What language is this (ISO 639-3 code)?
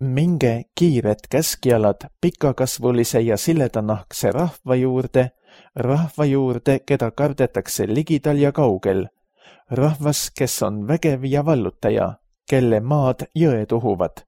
est